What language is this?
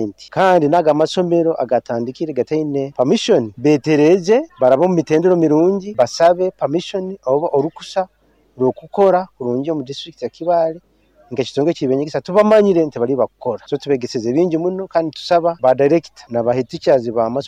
Nyoro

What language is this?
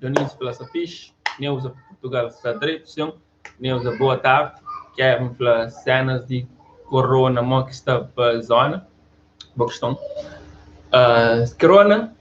Kabuverdianu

